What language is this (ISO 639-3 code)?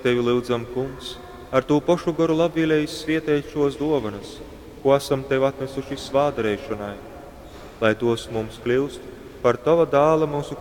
ltg